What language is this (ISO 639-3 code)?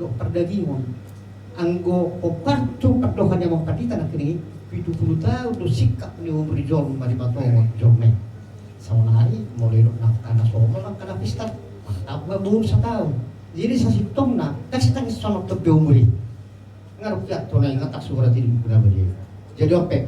bbc